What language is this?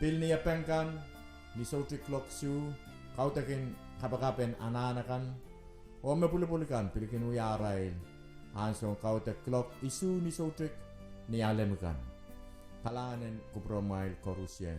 Pohnpeian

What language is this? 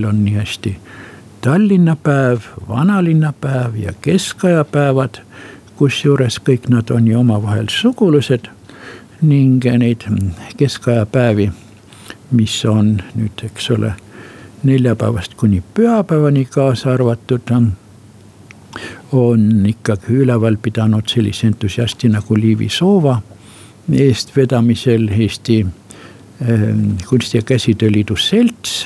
Estonian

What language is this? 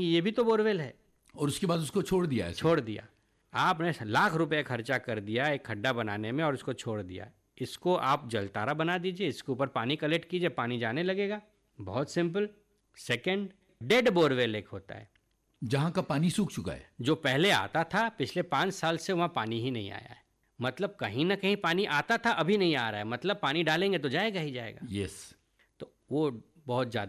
Hindi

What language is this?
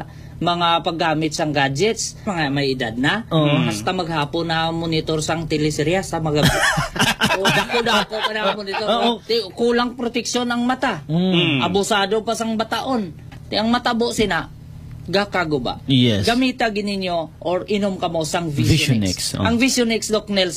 Hiligaynon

